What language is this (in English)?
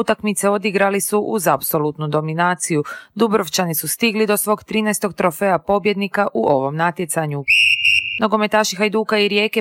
Croatian